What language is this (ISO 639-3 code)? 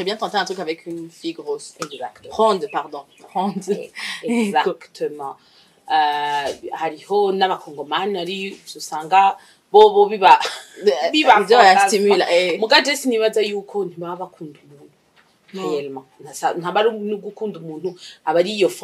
run